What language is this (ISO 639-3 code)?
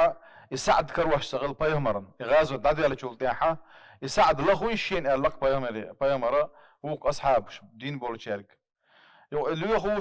che